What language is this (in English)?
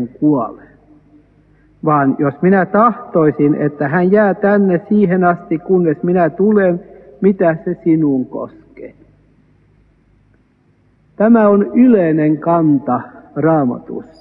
Finnish